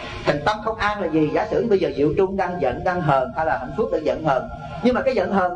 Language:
Vietnamese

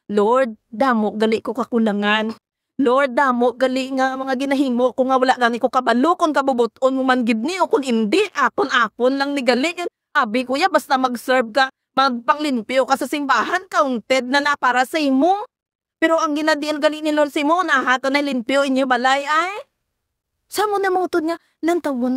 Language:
Hiligaynon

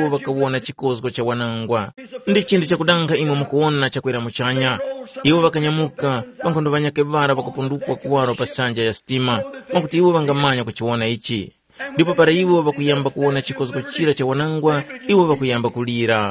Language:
Tumbuka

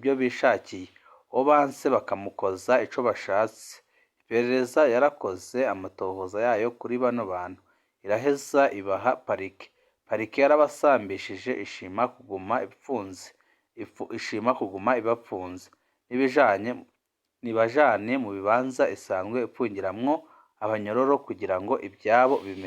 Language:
Rundi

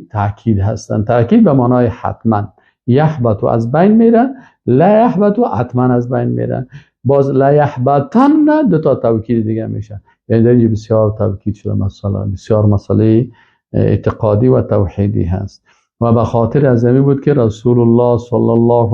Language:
Persian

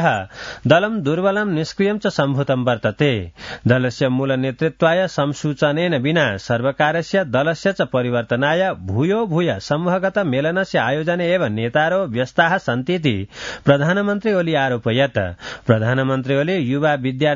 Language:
Sanskrit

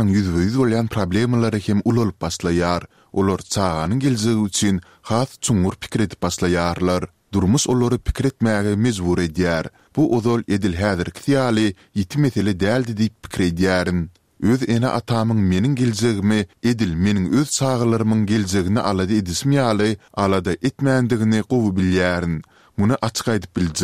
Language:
Turkmen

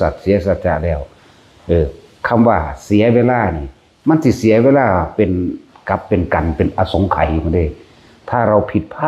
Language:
Northeastern Thai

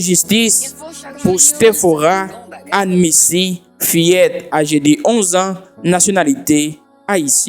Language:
Haitian Creole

